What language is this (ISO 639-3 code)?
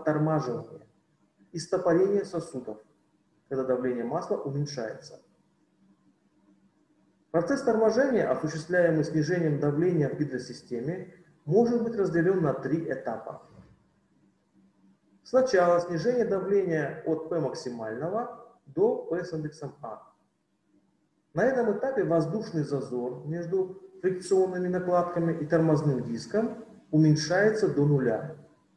rus